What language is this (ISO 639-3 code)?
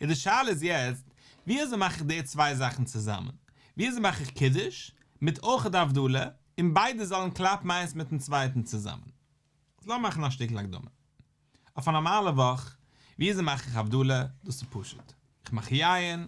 yid